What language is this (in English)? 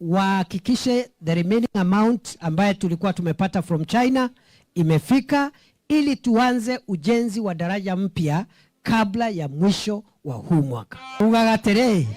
Meru